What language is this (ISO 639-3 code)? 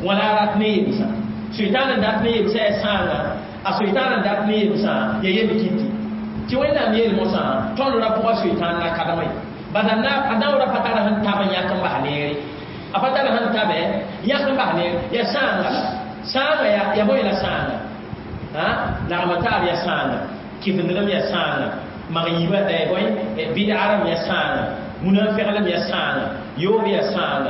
mos